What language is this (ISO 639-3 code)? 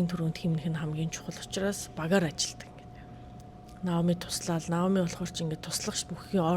mon